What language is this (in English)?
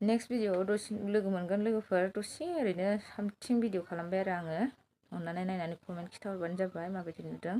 Bodo